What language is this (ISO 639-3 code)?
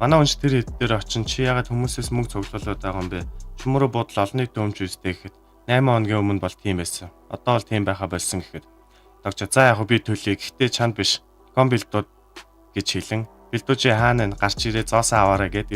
mon